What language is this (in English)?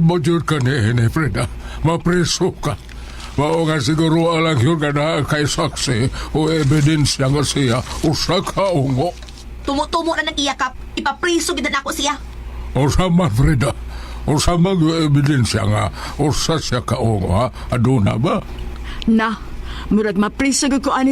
Cebuano